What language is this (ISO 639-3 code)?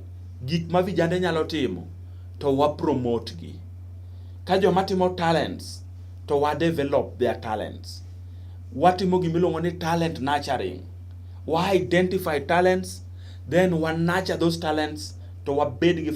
luo